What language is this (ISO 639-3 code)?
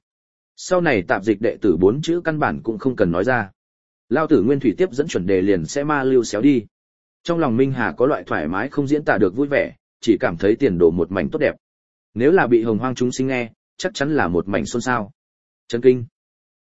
vie